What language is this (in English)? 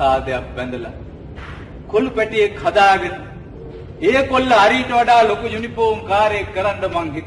Sinhala